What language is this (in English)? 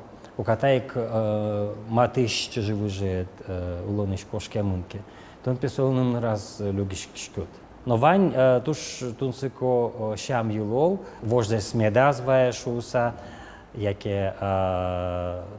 Udmurt